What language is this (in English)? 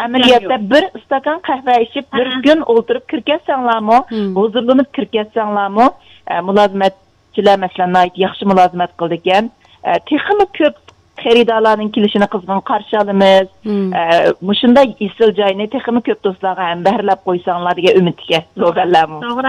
Uyghur